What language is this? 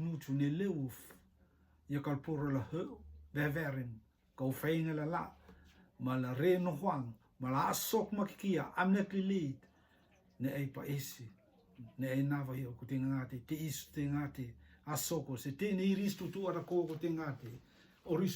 Rotuman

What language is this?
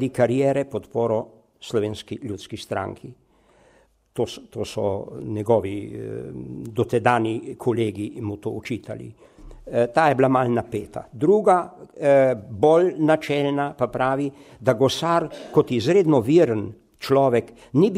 Slovenian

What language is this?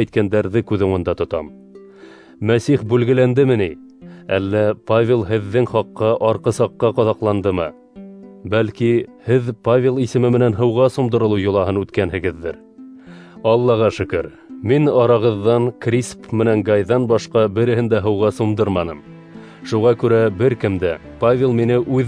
Bashkir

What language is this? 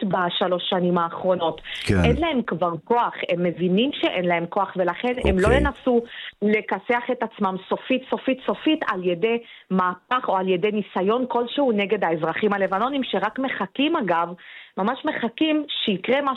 Hebrew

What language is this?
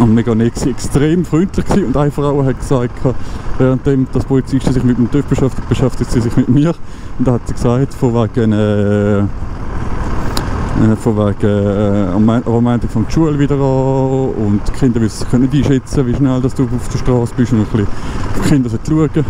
Swiss German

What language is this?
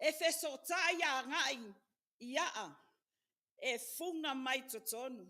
Samoan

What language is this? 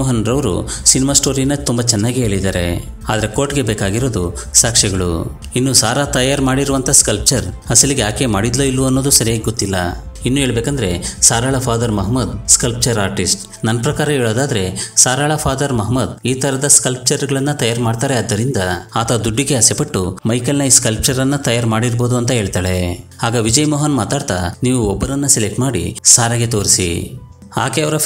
Kannada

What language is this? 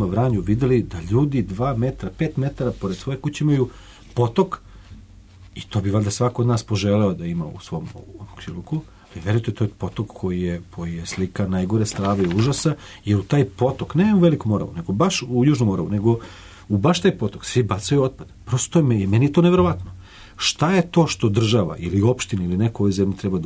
Serbian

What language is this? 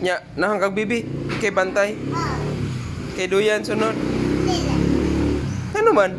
Cebuano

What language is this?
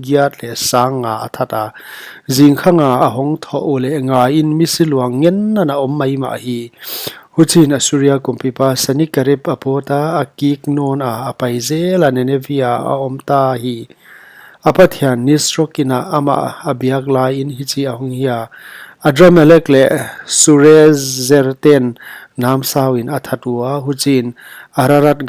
Paite Chin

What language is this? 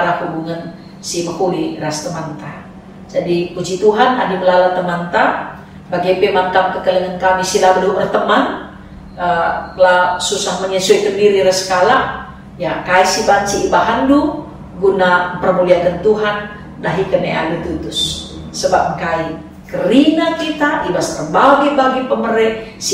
Batak Karo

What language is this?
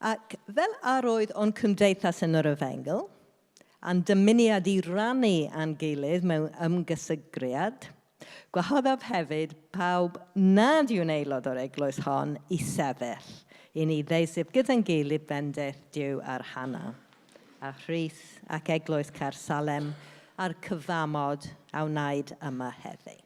Welsh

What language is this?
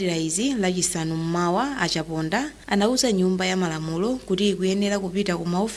Nyanja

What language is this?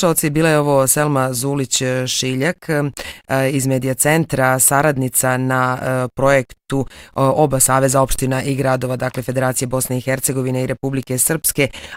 Bosnian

